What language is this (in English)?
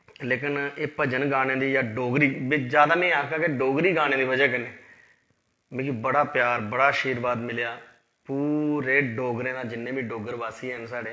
Dogri